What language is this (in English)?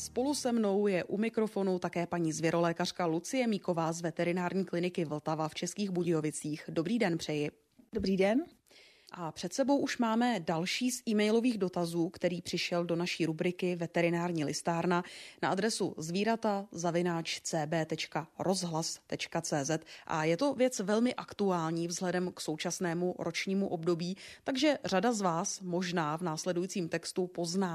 Czech